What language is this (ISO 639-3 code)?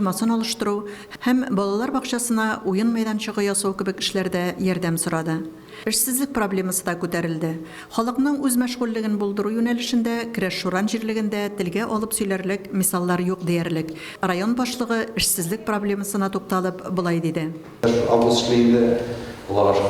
tat